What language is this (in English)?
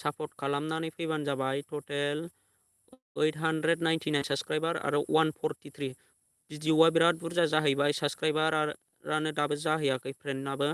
Bodo